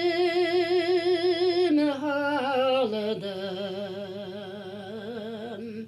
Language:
Bashkir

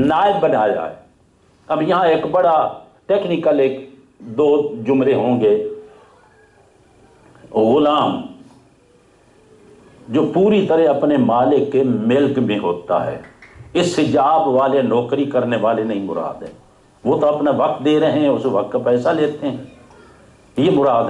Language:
Urdu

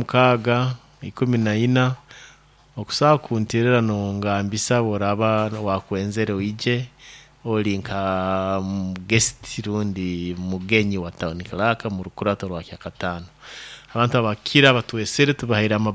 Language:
Nyoro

